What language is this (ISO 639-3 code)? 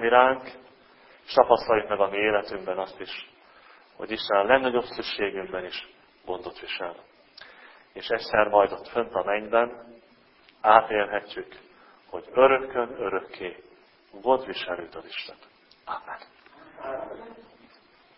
hun